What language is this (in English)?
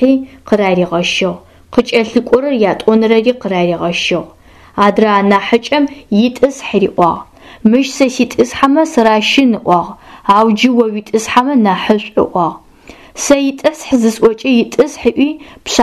Adyghe